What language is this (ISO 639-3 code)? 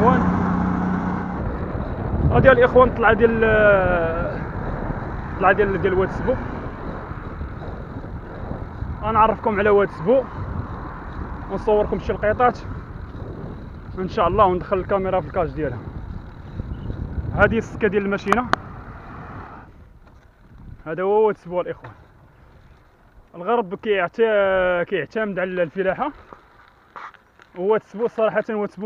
ary